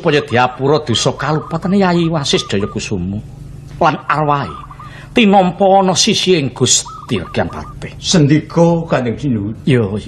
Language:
Javanese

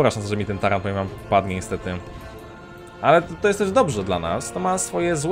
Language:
Polish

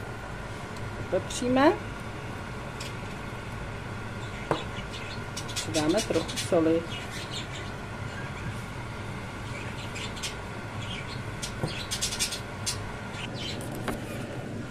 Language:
Czech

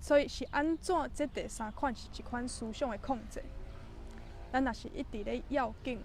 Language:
Min Nan Chinese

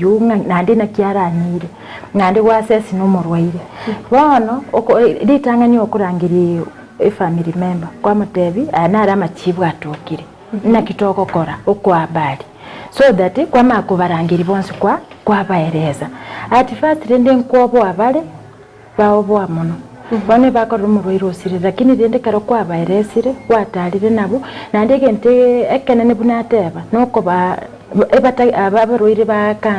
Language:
Gusii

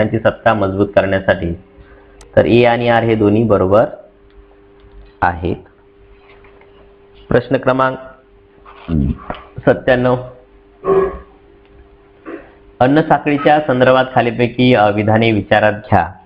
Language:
Marathi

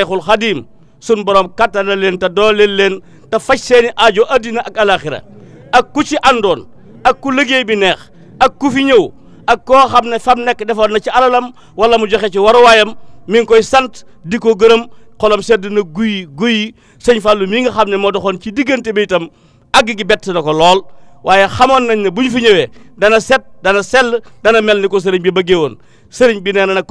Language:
Wolof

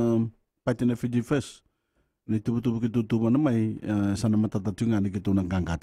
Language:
Fijian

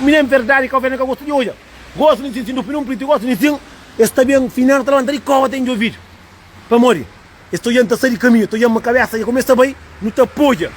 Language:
Kabuverdianu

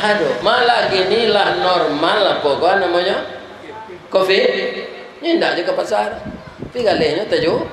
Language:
Minangkabau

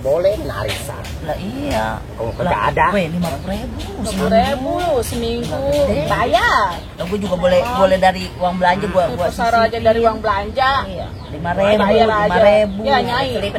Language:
Betawi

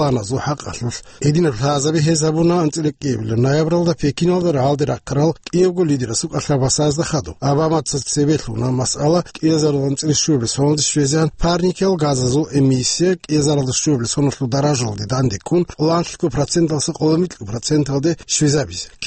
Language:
Avaric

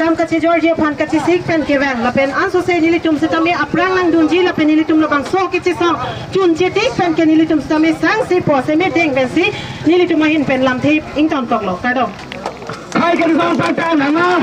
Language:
Karbi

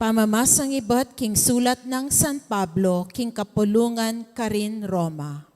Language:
Pampanga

